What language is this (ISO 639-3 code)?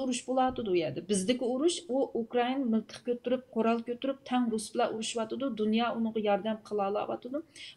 uig